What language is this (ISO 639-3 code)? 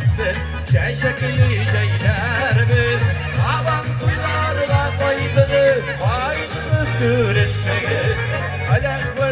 tat